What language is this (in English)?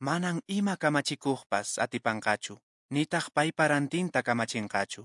Quechua